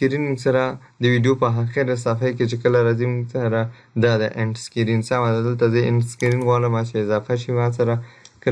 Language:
Pashto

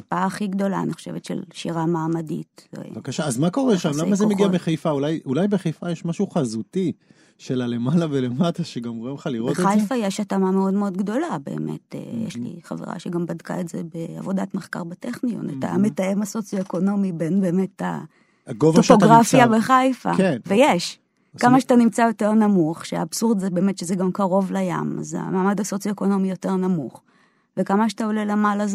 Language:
Hebrew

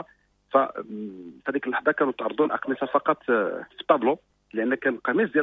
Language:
Moroccan Arabic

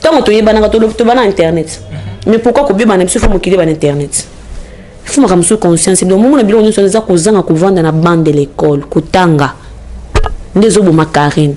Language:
Lingala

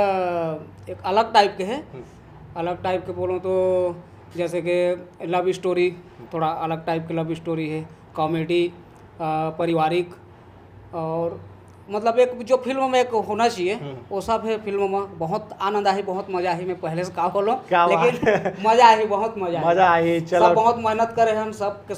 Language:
Chhattisgarhi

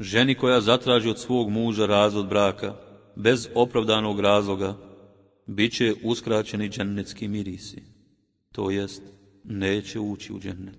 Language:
Bosnian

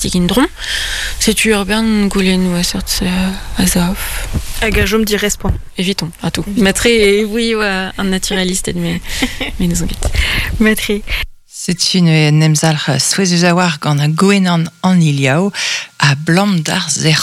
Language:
Breton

